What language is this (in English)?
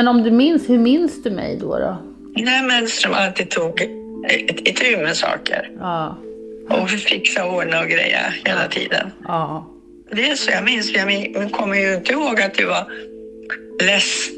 Swedish